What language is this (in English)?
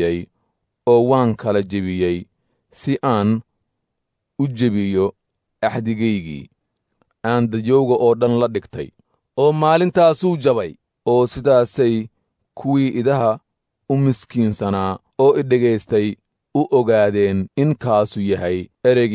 Somali